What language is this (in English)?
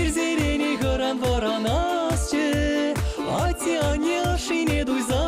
Chuvash